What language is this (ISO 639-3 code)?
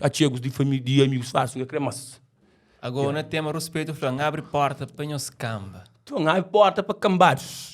kea